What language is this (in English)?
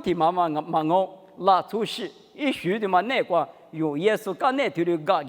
Lisu